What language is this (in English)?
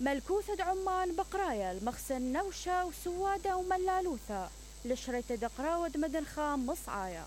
Mesopotamian Arabic